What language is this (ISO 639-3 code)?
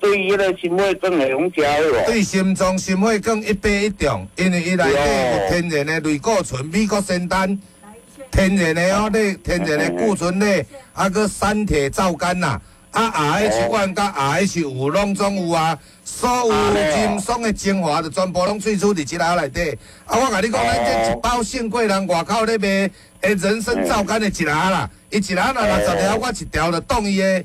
nan